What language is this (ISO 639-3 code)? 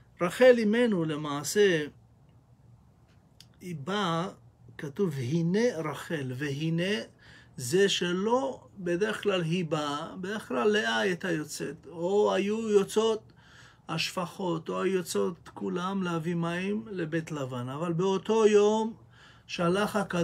heb